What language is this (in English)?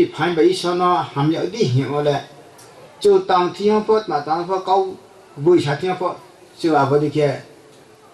Riang (India)